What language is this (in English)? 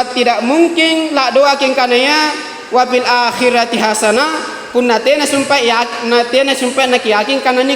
Makasar